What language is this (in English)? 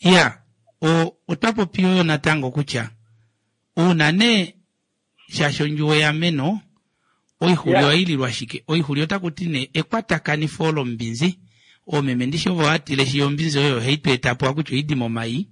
Kuanyama